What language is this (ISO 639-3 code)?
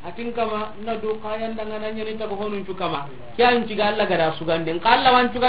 snk